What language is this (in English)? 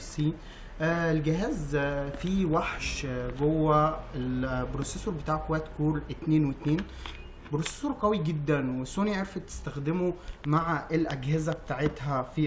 Egyptian Arabic